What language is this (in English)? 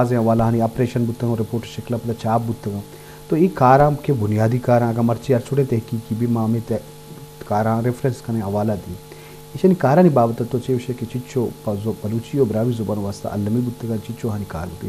Baluchi